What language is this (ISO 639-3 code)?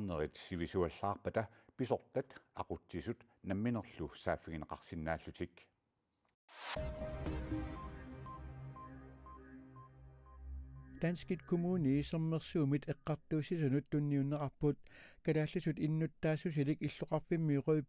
kal